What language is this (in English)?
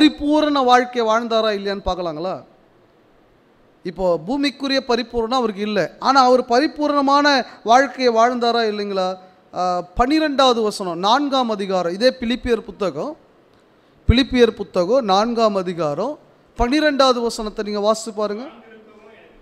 Tamil